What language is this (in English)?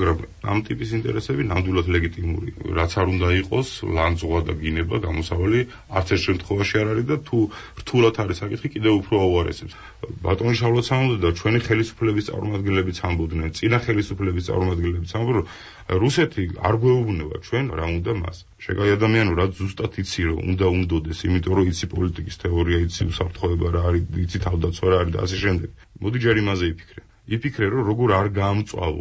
Georgian